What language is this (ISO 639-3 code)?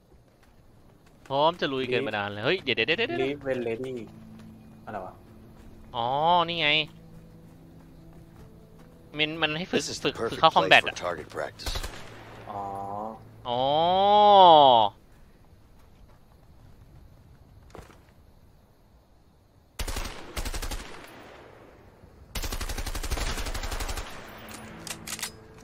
tha